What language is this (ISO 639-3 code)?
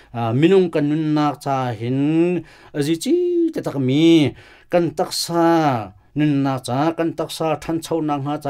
cnh